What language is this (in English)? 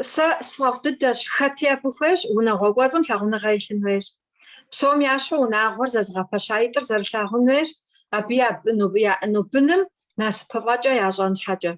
Kabardian